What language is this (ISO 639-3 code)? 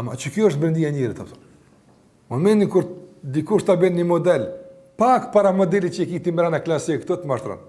sqi